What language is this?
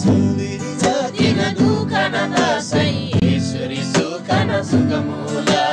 Eastern Tamang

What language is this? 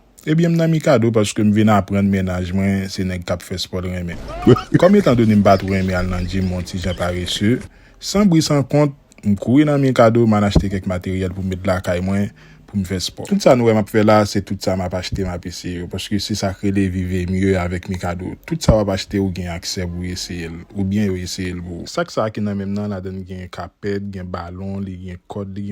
Haitian Creole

